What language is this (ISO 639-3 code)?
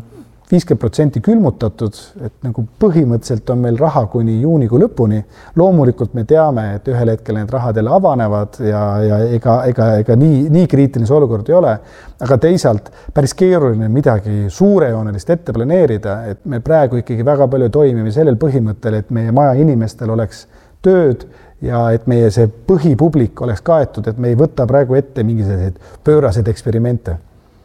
est